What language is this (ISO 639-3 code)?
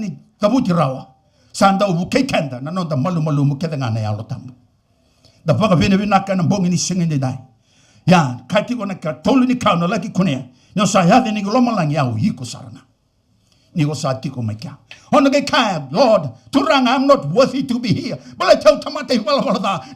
fij